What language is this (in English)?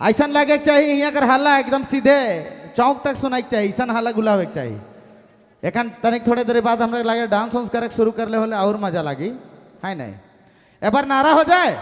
Sadri